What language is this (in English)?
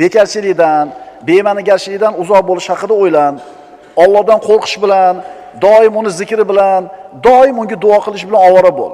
Uzbek